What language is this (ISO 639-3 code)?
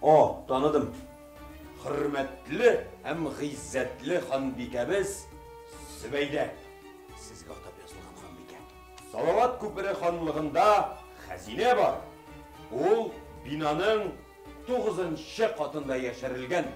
tat